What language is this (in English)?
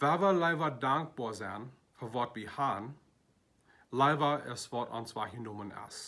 Plautdietsch